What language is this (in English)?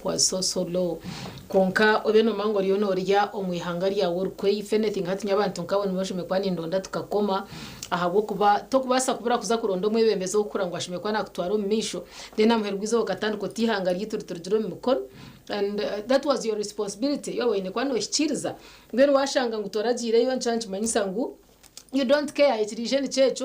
Nyankole